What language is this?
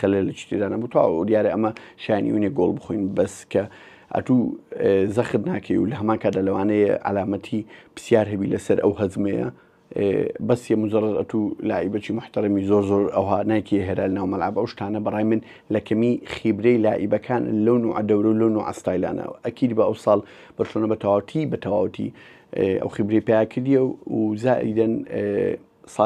Central Kurdish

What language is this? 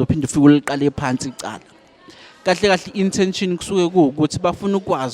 Zulu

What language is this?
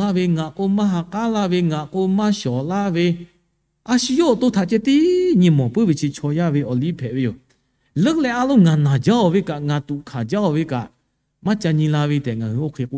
Lahu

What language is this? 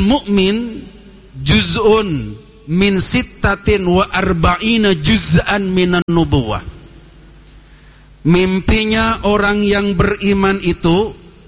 Indonesian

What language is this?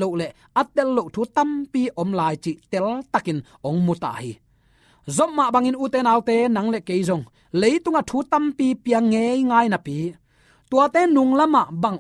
Tedim Chin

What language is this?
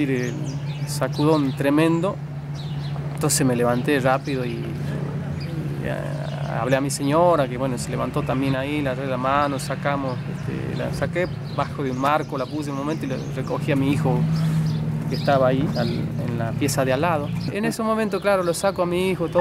Spanish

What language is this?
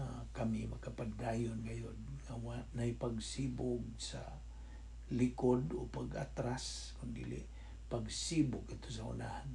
Cebuano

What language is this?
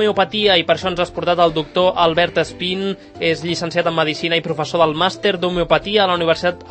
Catalan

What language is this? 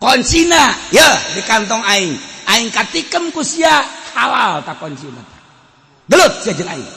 Sundanese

